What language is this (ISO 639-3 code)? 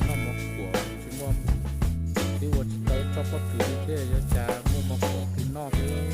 hmn